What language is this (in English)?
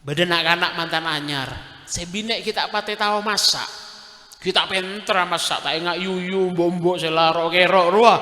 Madurese